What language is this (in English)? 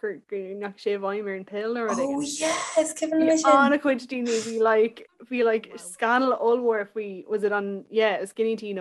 Irish